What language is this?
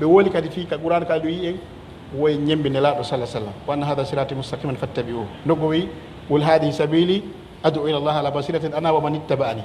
Pular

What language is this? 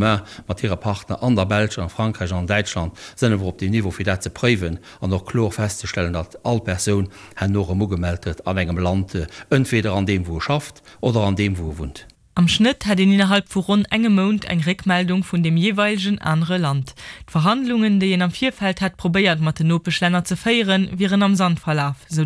Luxembourgish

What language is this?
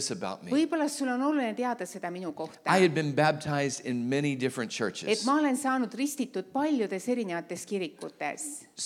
Estonian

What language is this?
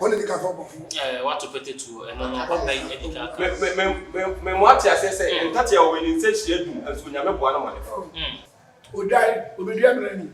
Akan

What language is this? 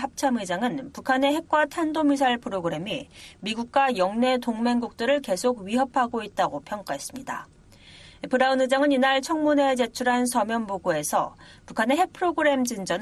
Korean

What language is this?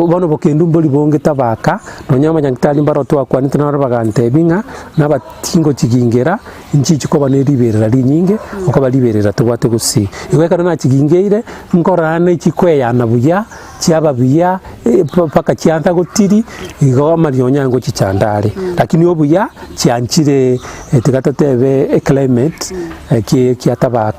Gusii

